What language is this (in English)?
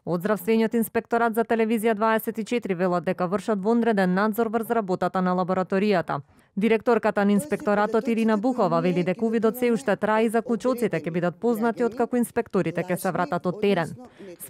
Macedonian